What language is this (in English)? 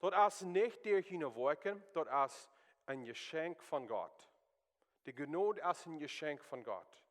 Plautdietsch